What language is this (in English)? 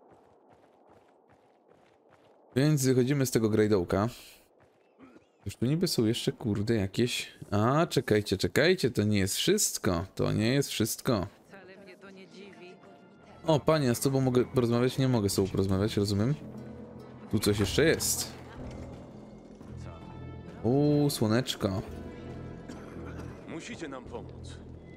Polish